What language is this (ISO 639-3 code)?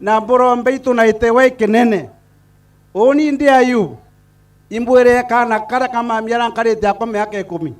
mer